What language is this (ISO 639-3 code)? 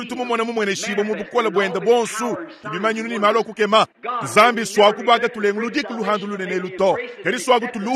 lua